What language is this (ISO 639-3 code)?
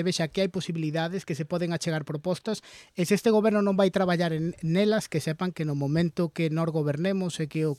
glg